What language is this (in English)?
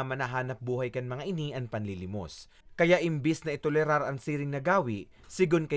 Bikol